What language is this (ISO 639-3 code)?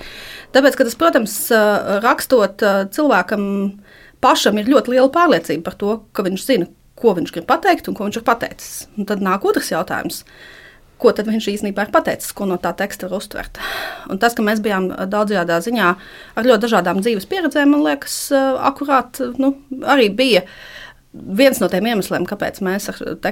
lav